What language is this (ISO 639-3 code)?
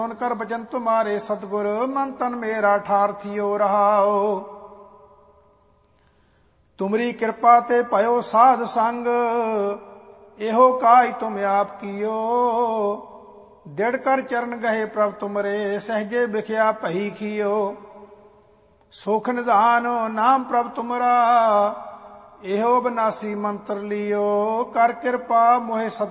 pan